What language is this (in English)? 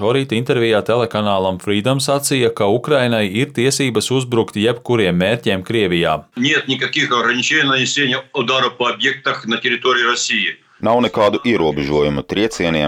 Latvian